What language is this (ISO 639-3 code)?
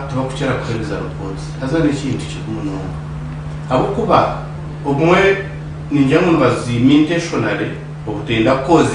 nyn